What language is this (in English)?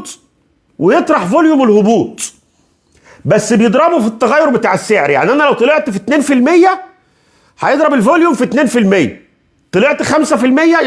Egyptian Arabic